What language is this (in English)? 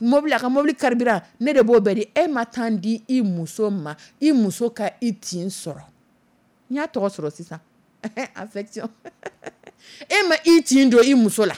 Dyula